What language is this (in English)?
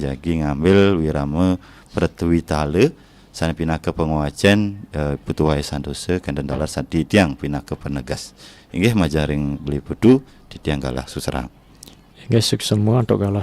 Balinese